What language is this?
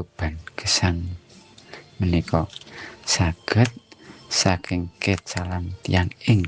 Javanese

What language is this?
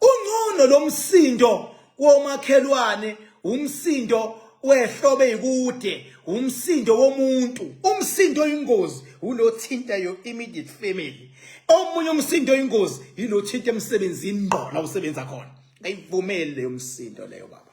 Zulu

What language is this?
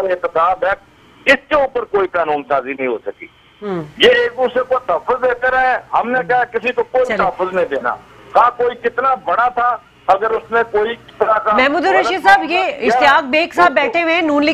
Urdu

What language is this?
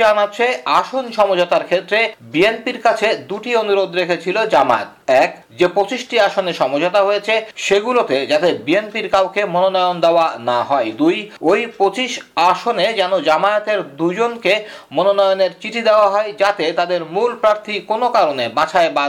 Bangla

